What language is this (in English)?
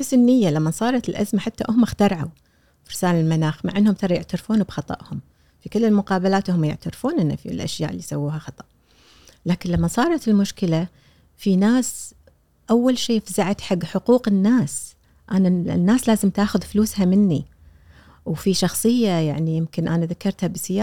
Gulf Arabic